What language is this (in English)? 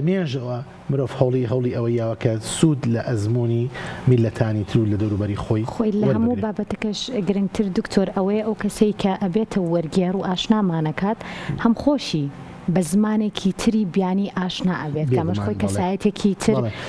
Central Kurdish